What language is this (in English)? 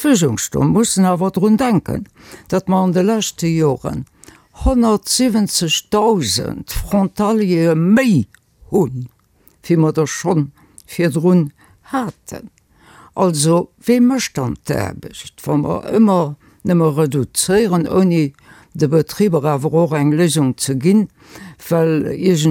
Luxembourgish